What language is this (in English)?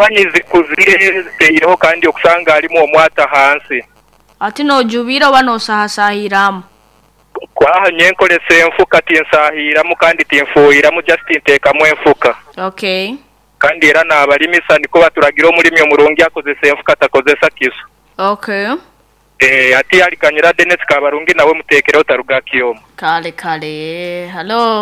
Nyankole